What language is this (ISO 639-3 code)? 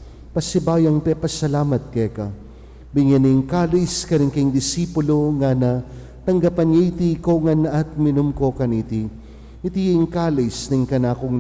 pam